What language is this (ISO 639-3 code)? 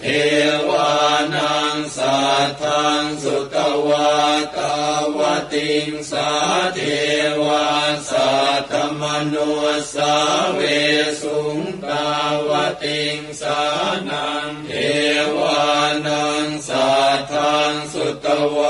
pli